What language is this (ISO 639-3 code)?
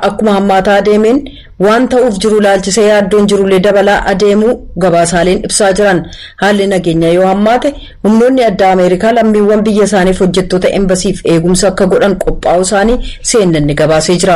orm